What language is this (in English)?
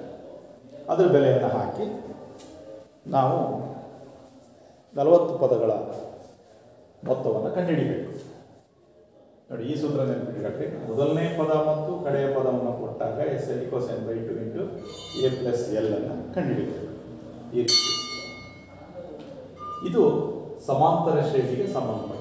Kannada